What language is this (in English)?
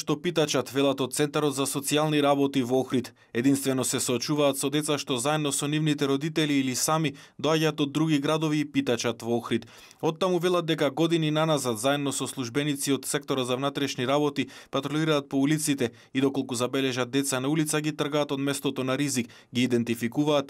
Macedonian